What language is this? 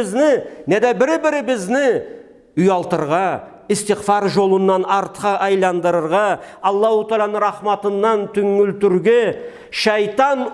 Karachay-Balkar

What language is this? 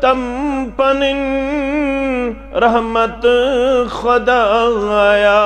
Kashmiri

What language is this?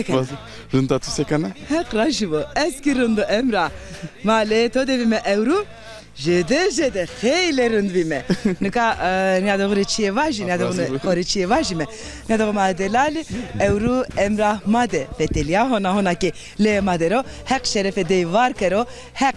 Zaza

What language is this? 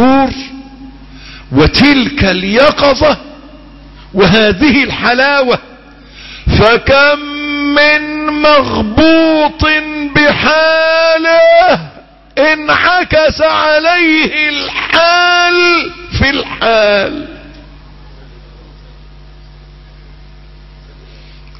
Arabic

